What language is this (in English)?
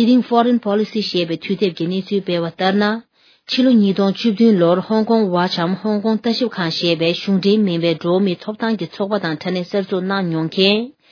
Tibetan